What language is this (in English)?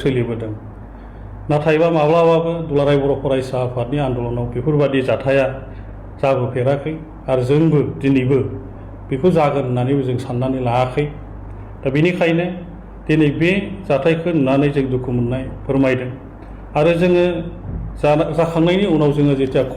Bodo